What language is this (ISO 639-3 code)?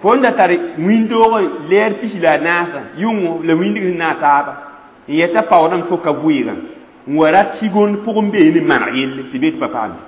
mos